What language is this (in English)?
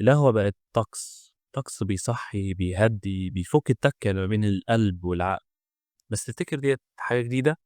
Egyptian Arabic